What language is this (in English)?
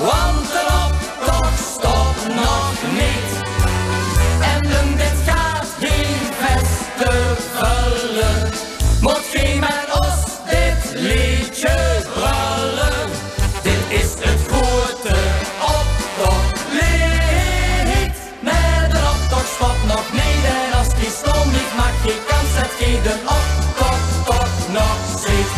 Limburgish